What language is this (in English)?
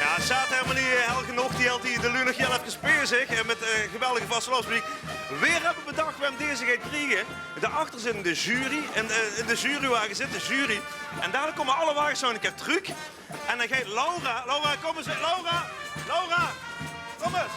Limburgish